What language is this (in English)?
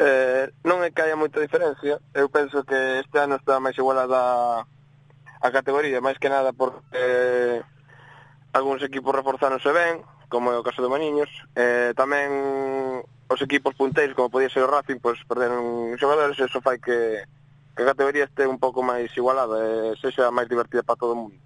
Galician